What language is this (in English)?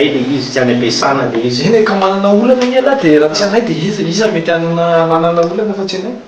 Malagasy